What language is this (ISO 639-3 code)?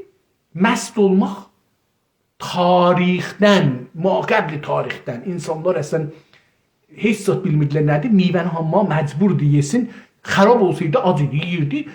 azb